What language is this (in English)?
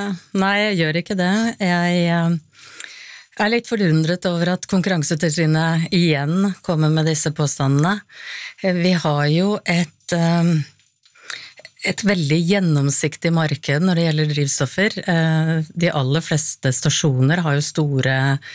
Norwegian